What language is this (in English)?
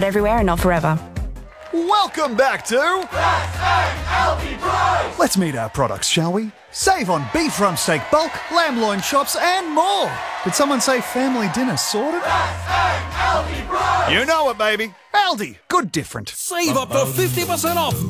English